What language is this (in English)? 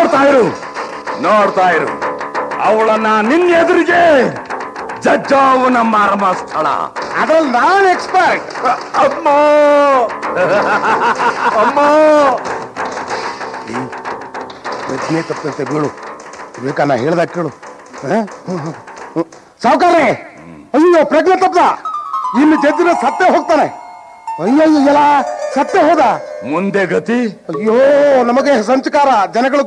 Kannada